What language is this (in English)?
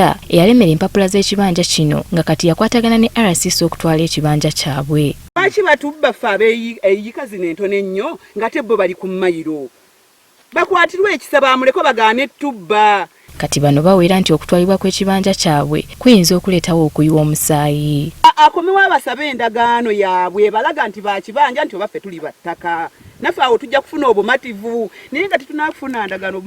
Ganda